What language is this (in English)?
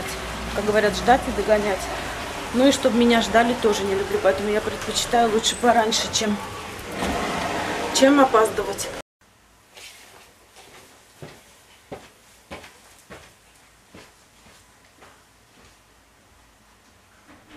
Russian